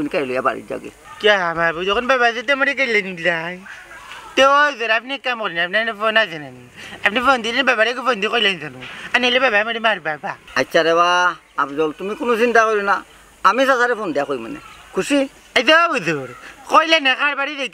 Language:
Sylheti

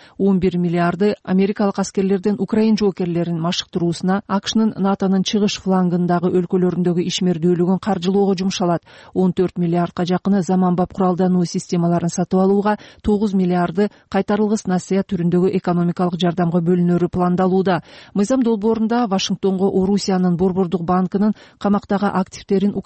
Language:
Kyrgyz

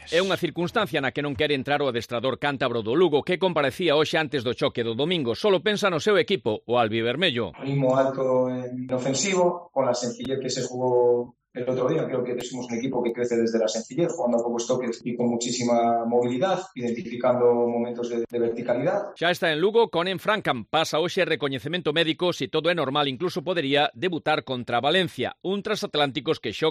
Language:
Galician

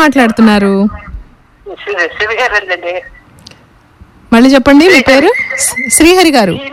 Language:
Telugu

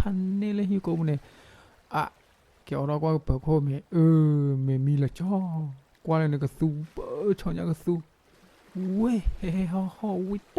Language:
S'gaw Karen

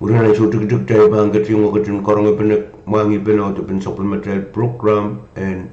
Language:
Pohnpeian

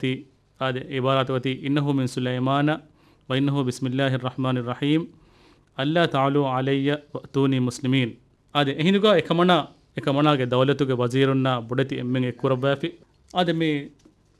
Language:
Divehi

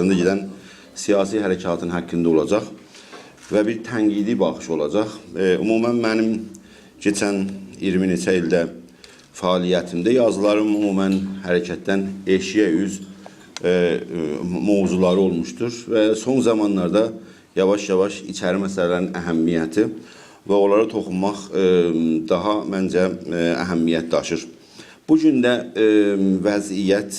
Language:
South Azerbaijani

